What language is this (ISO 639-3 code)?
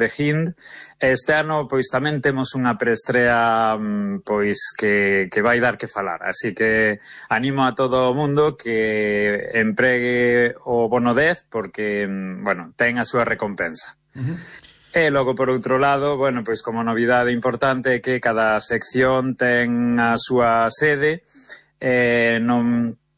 glg